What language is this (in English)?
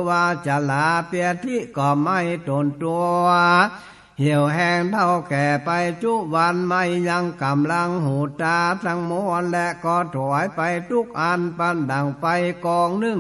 Northern Thai